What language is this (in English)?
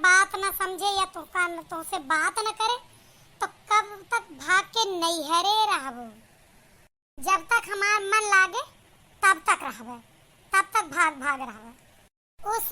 Awadhi